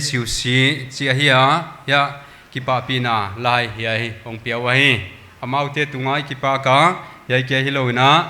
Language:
Paite Chin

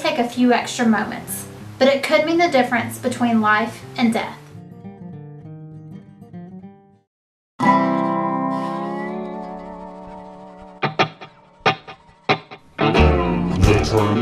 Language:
English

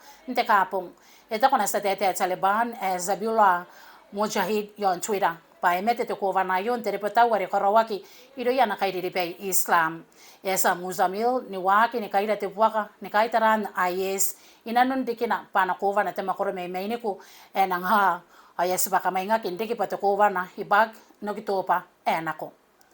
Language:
Gilbertese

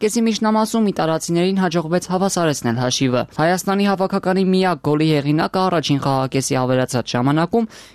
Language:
Armenian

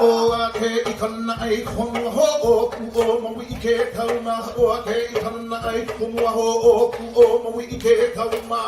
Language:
Hawaiian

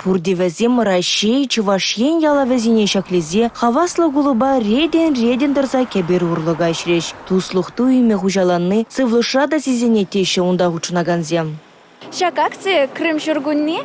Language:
Chuvash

